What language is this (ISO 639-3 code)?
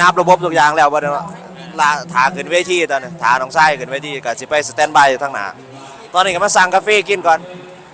lao